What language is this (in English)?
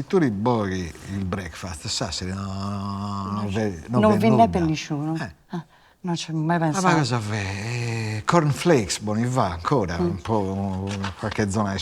Sardinian